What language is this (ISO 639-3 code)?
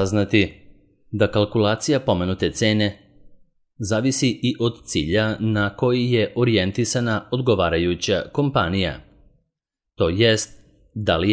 srp